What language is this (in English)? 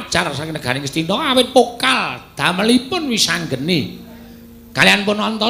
Javanese